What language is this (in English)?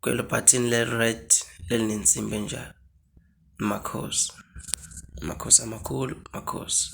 Zulu